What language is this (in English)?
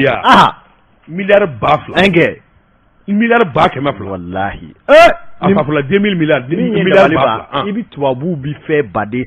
Bambara